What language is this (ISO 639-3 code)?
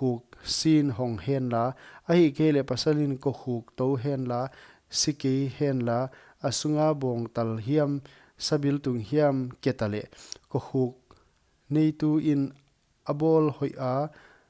pck